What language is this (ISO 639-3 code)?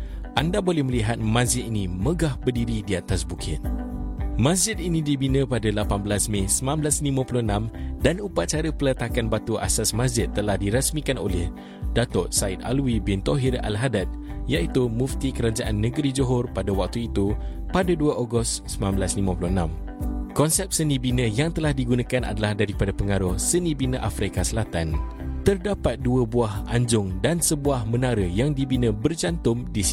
msa